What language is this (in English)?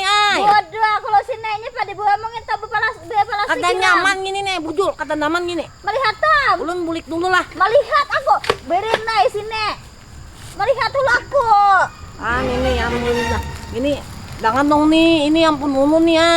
Banjar